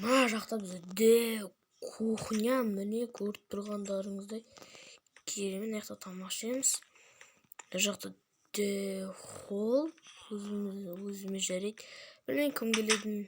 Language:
Kazakh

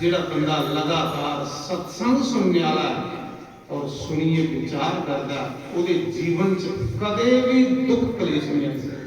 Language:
Dogri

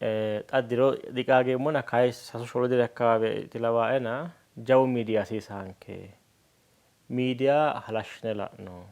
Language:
Sidamo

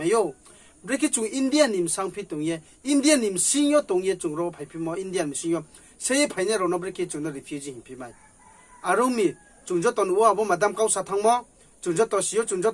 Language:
Riang (India)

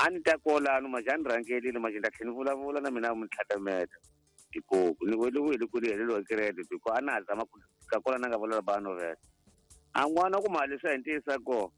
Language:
Tsonga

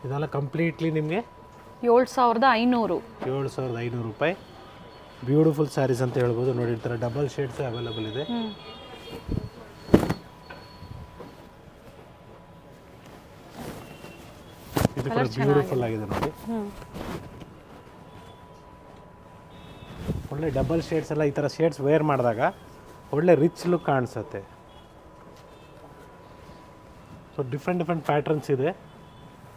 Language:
Kannada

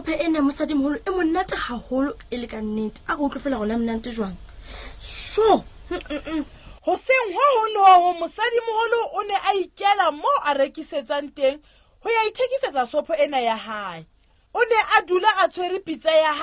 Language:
Southern Sotho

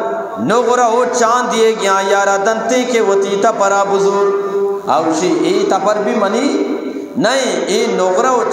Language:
Eastern Balochi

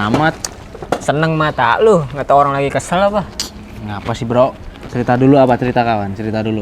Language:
Betawi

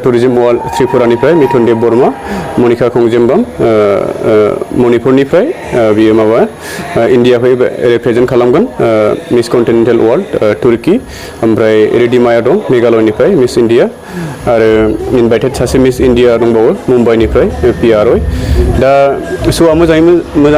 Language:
Bodo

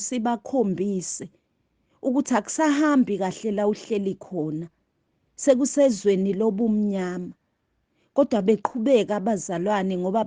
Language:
Zulu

